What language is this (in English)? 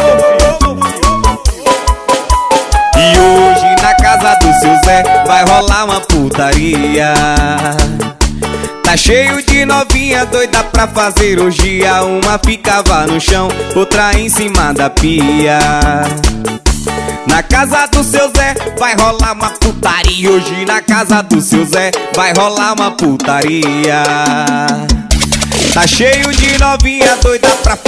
Portuguese